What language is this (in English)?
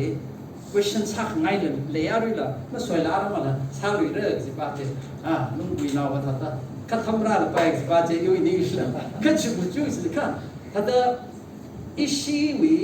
Tangkhul Naga (India)